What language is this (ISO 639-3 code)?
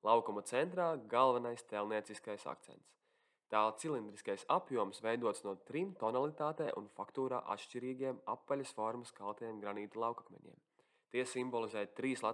lav